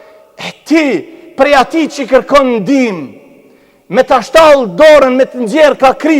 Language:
Albanian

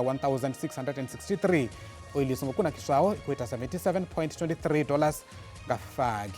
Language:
Venda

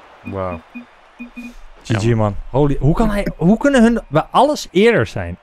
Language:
Dutch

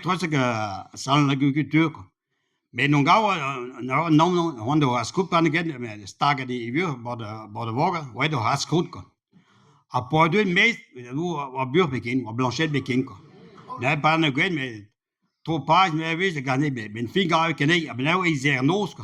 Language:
Breton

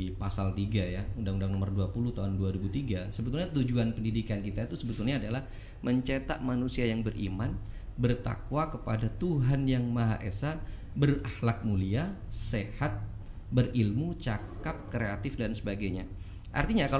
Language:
Indonesian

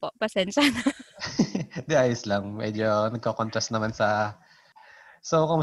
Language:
Filipino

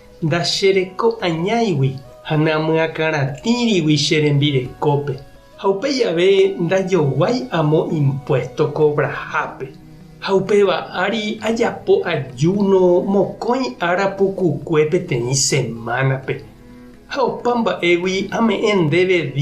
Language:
Guarani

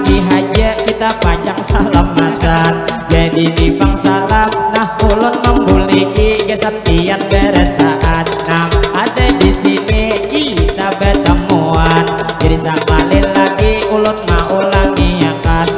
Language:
Banjar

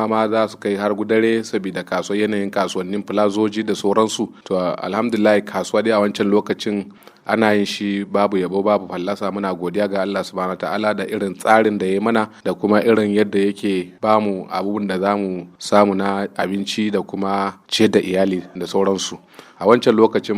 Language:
Hausa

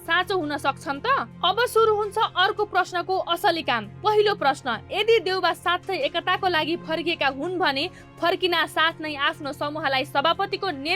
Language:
Nepali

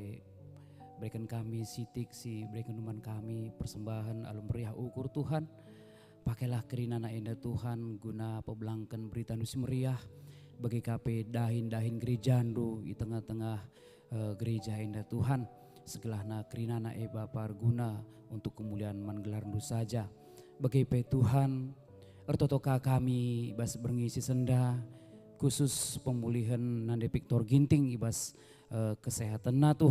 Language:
Batak Karo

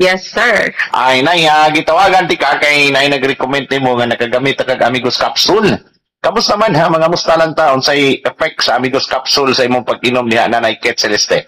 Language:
Cebuano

